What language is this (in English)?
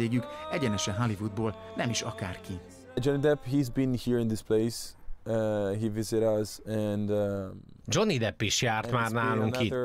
Hungarian